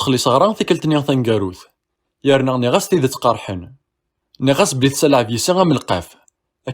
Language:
Kabyle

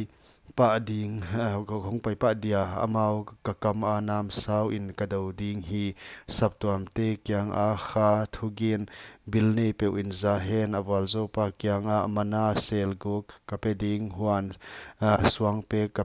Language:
Paite Chin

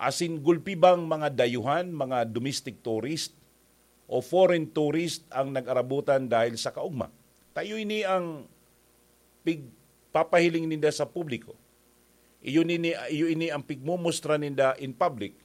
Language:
Bikol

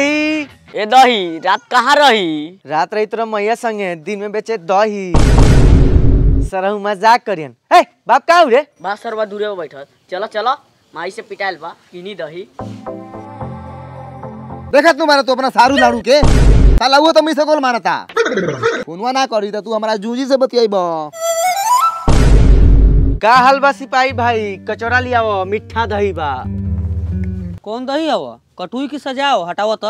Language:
Bhojpuri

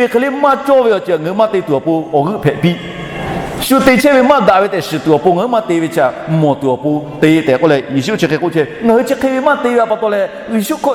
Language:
Lahu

